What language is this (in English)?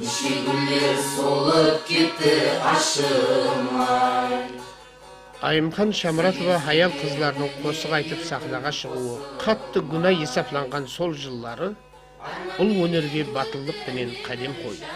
Kara-Kalpak